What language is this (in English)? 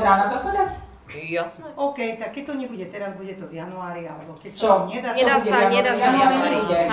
Slovak